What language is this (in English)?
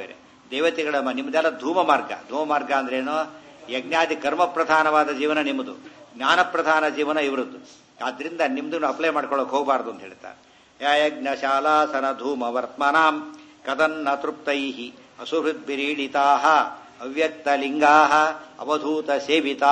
Kannada